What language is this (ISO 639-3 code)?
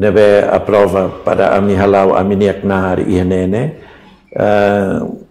tet